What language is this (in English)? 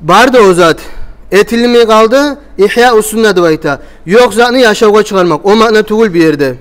Kumyk